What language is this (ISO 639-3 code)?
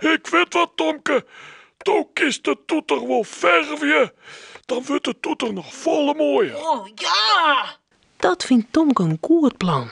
fry